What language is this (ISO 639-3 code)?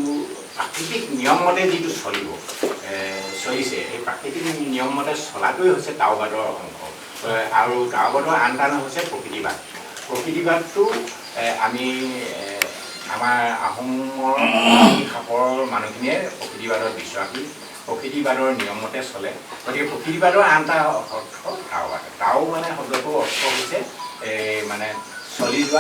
asm